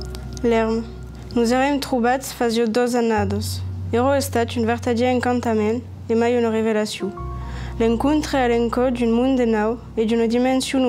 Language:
Occitan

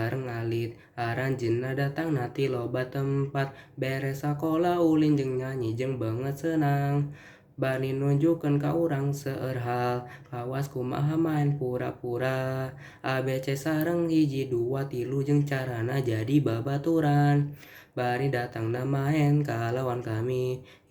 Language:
Sundanese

